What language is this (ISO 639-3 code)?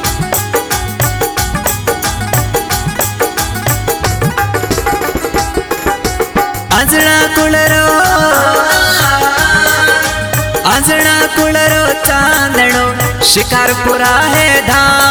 bho